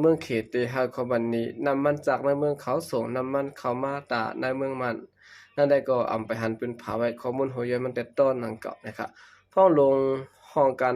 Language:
Shan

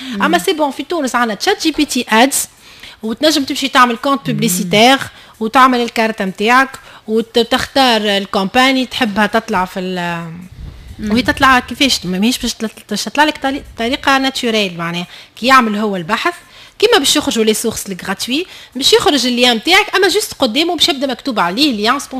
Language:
Tunisian Arabic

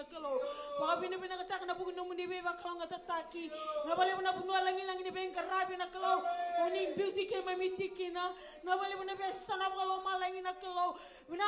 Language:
Fijian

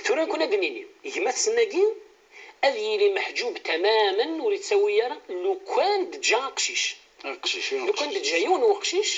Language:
Kabyle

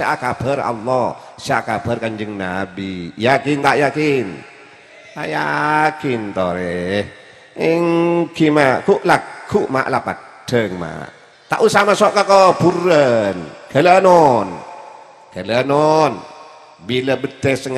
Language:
Madurese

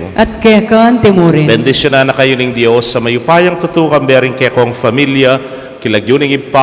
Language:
Pampanga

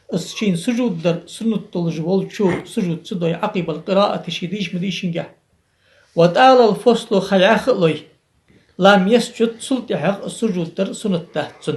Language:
Ingush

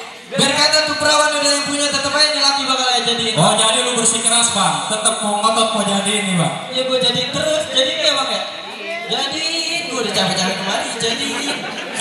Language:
Betawi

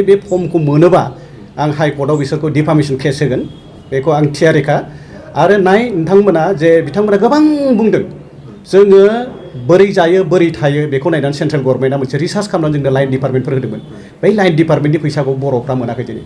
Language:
Bodo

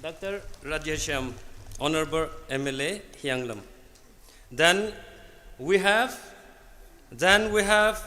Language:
Tangkhul Naga (India)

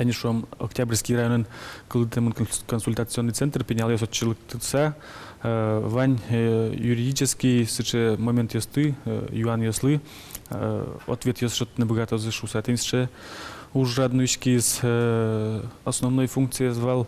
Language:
Udmurt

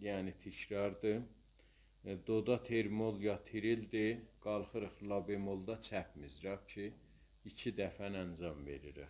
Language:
South Azerbaijani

